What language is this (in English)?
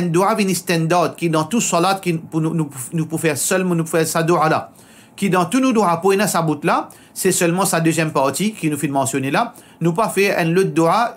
Morisyen